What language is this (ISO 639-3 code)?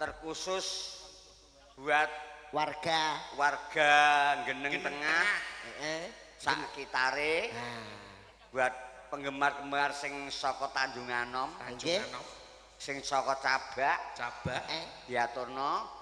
jav